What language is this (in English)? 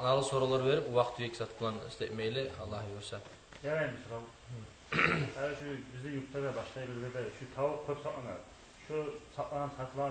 Kumyk